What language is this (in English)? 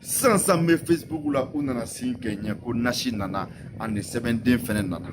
Bambara